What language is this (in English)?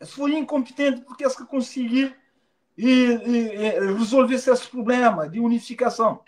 Kabuverdianu